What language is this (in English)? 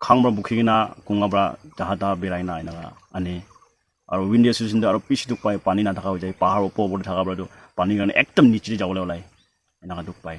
Naga Pidgin